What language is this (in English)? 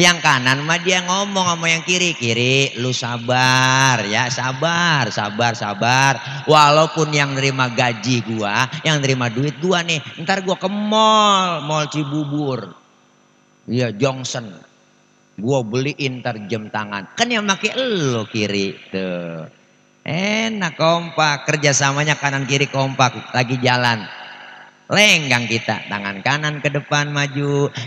Betawi